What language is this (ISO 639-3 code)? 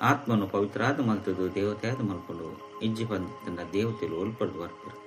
tcy